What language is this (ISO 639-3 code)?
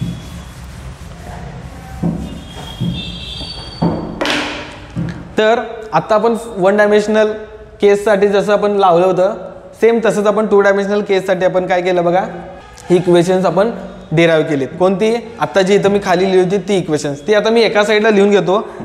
mar